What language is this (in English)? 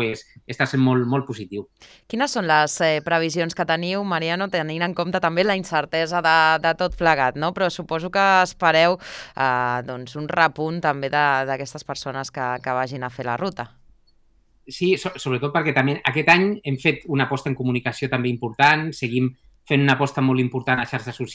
Catalan